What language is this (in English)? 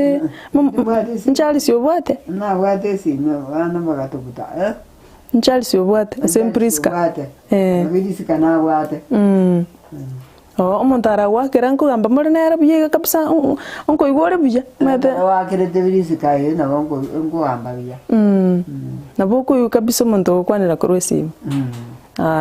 Gusii